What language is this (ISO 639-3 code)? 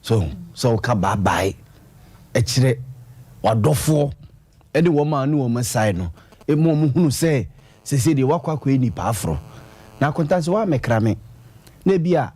aka